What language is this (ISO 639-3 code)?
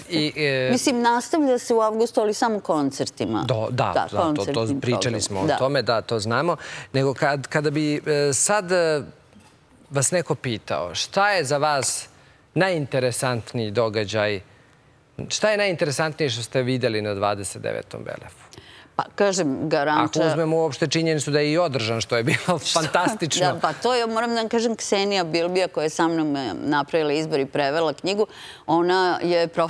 srp